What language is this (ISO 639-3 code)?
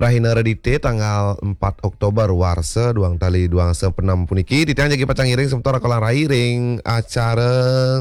ban